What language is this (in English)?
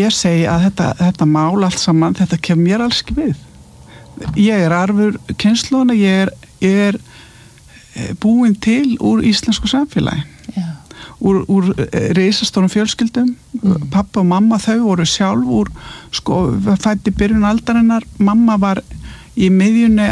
Icelandic